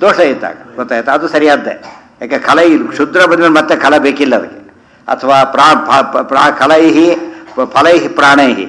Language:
Kannada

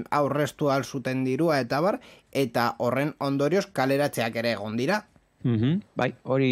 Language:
Basque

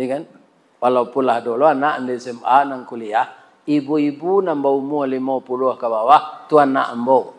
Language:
Minangkabau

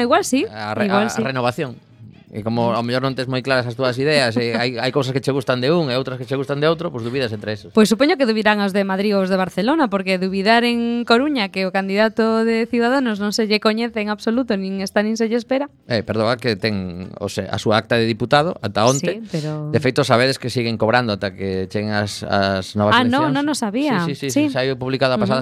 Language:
Galician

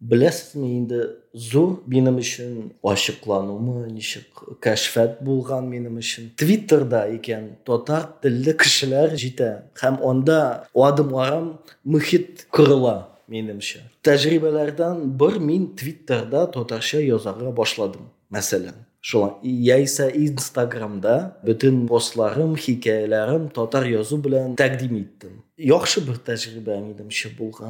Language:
Tatar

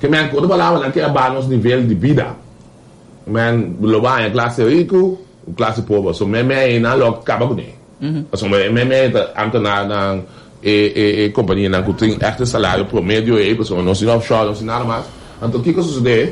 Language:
Papiamento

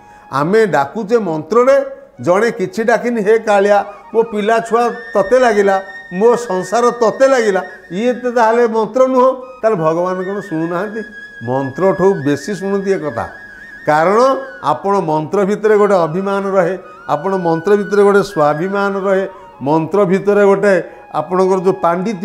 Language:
Odia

